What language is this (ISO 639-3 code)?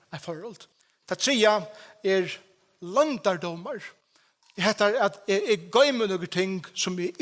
fao